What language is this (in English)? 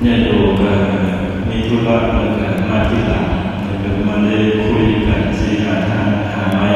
Northeastern Thai